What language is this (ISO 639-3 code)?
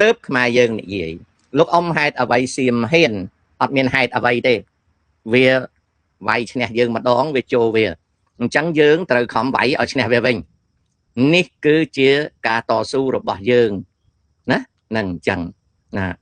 khm